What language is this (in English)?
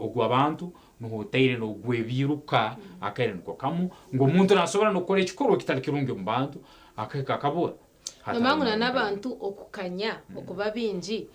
Nyankole